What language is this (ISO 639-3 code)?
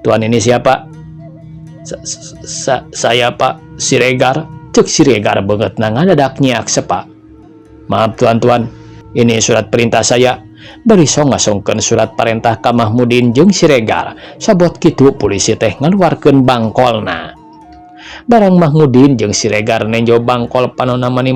sun